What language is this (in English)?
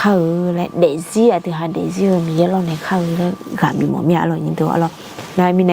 Akha